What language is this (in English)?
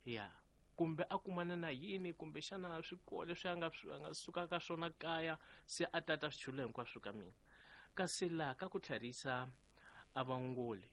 Tsonga